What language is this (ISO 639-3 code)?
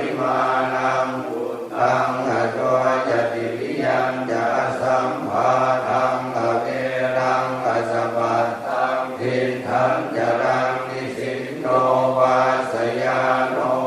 pli